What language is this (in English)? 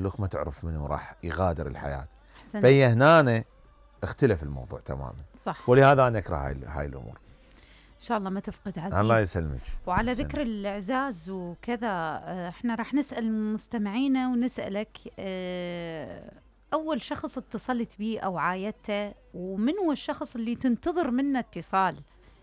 Mesopotamian Arabic